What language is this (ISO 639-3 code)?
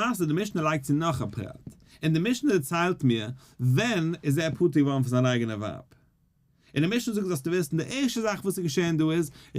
yid